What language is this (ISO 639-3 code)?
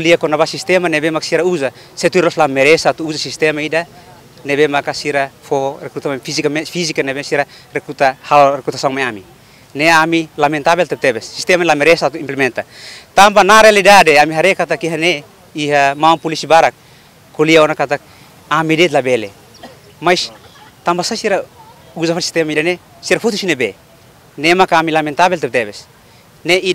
tet